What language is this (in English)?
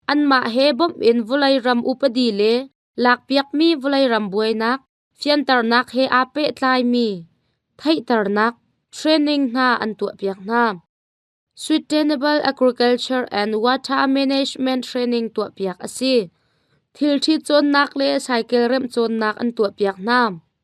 Hakha Chin